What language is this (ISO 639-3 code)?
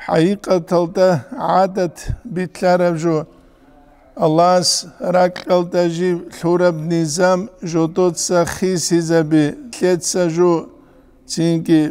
ava